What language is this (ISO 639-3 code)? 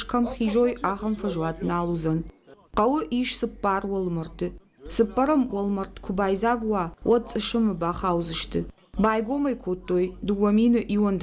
oss